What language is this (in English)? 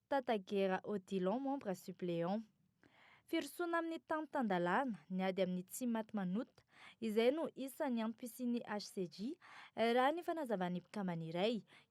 Malagasy